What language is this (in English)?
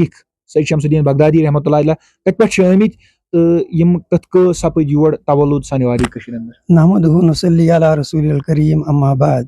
Kashmiri